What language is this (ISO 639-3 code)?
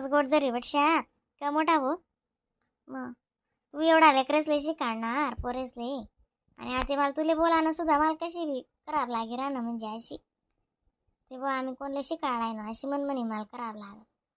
khn